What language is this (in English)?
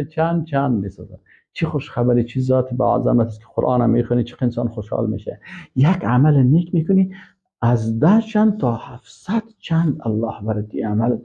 Persian